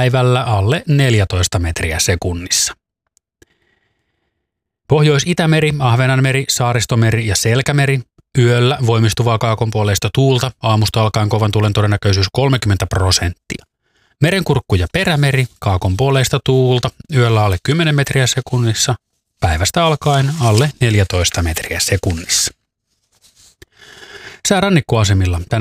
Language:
Finnish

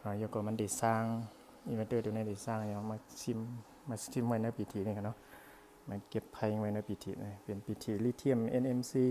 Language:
Shan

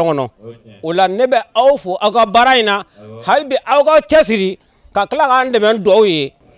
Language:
Bambara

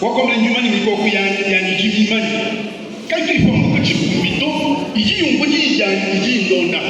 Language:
Luba-Lulua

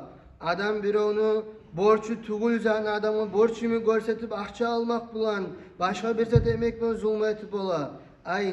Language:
Kumyk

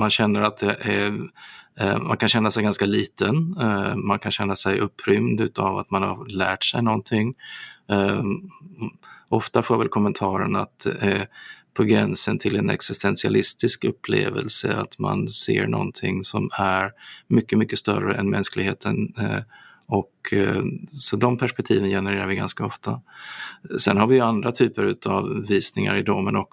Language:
Swedish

